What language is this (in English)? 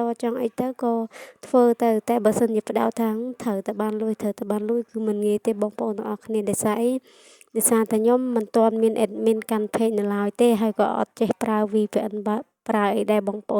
Khmer